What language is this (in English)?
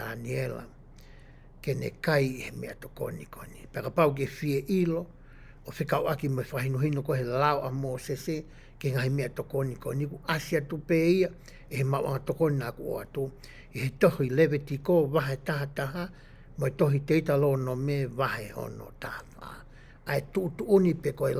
Tongan